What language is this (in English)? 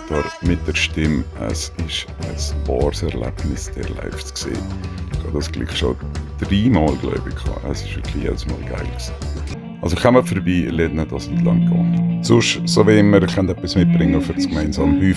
Swiss German